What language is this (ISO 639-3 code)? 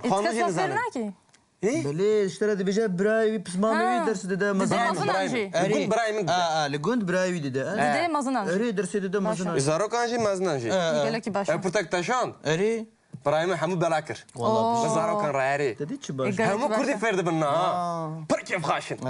kur